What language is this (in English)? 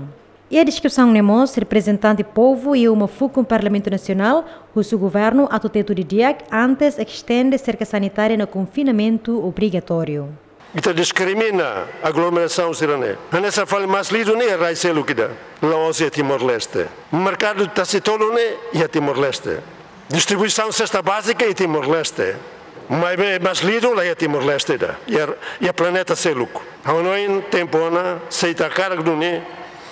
Tetum